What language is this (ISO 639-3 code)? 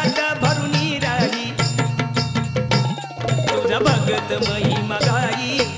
mar